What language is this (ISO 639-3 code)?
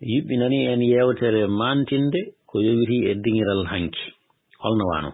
ful